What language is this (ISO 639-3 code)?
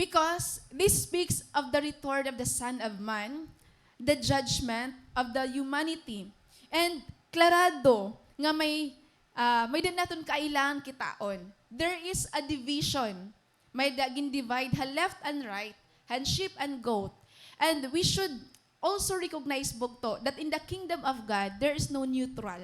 war